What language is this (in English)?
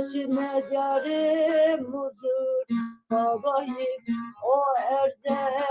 Zaza